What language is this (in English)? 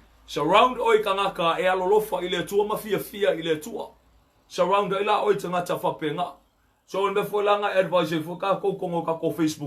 Samoan